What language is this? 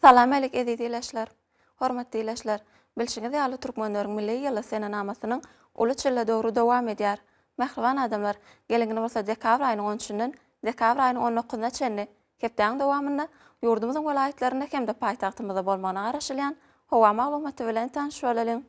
Turkmen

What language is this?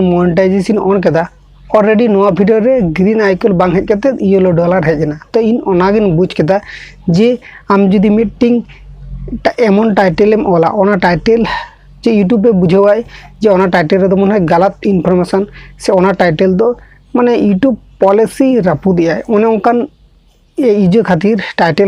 Santali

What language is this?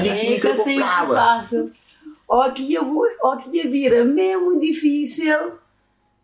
Kabuverdianu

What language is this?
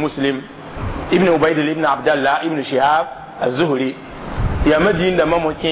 Mossi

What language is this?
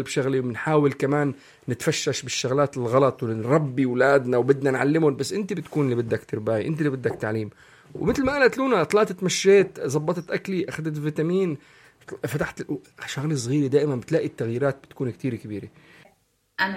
North Levantine Arabic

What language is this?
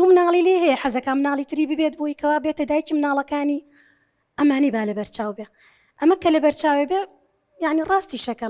Central Kurdish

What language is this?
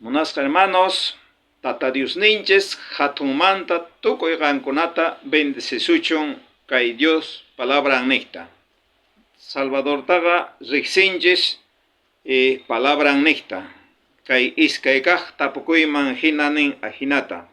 South Bolivian Quechua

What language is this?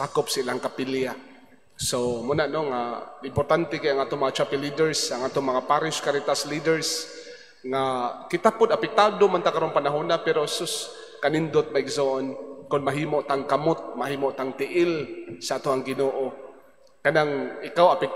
Cebuano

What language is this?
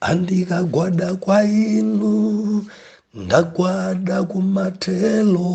Nyanja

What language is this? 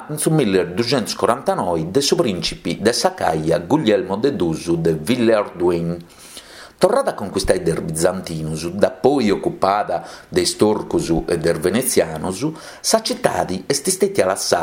Sardinian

